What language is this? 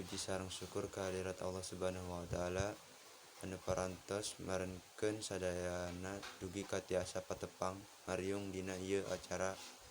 Sundanese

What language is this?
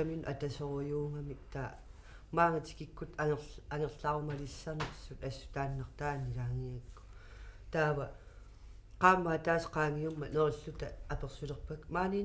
Kalaallisut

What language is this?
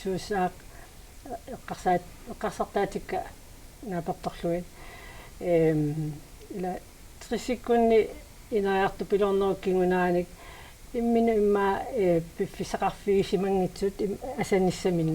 Kalaallisut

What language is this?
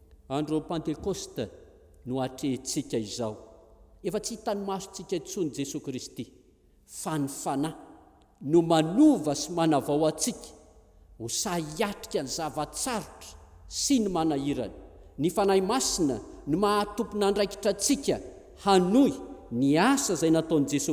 Malagasy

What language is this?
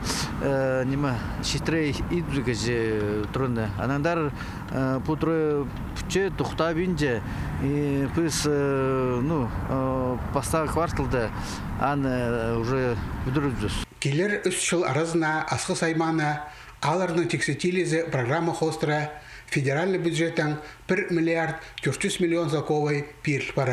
Khakas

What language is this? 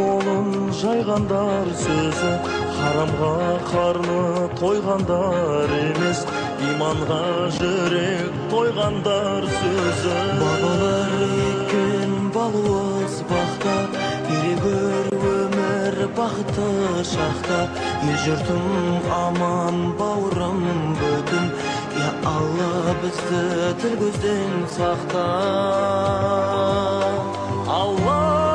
Kazakh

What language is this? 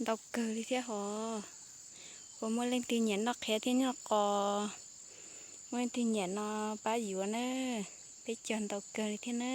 Hmong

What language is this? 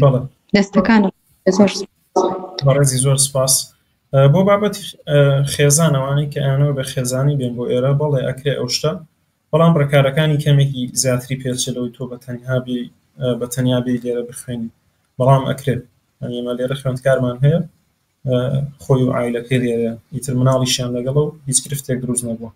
Central Kurdish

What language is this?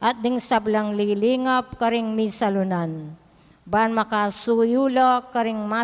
Pampanga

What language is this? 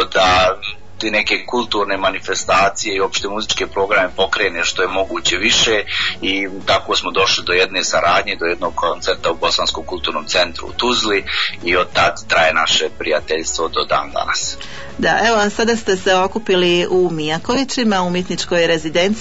Bosnian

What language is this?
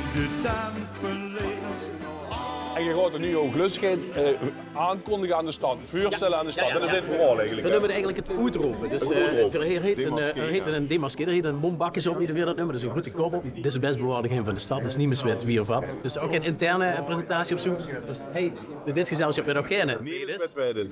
Limburgish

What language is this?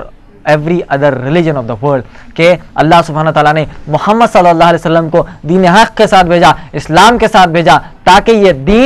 Urdu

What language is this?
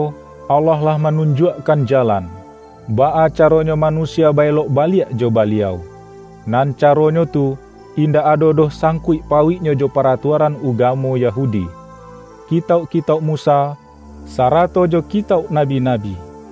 Minangkabau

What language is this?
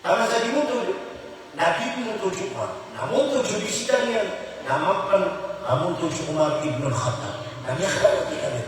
Maranao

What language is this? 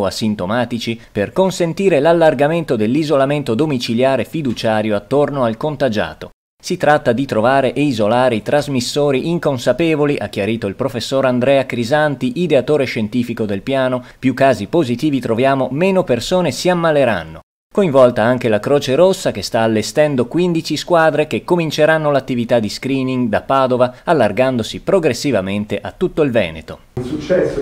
Italian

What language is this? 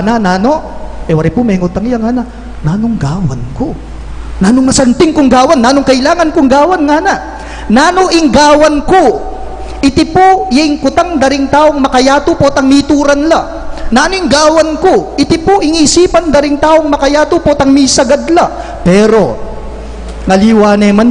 Pampanga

